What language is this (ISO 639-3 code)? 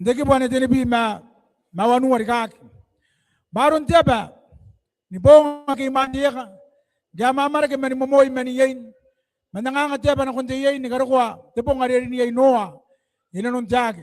gil